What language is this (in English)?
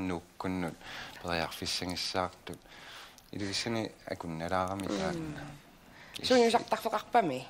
Kalaallisut